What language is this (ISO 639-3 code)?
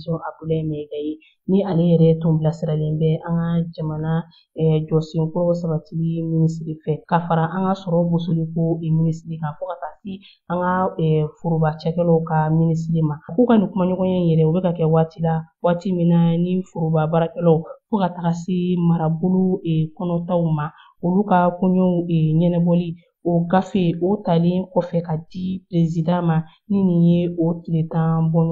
bam